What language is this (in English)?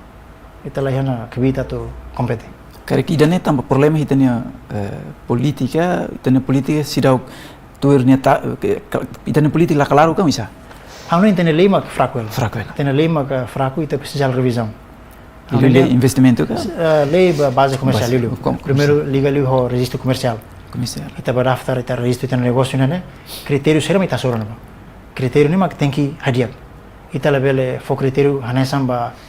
Tetum